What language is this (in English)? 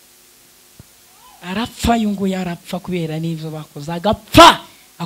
Kinyarwanda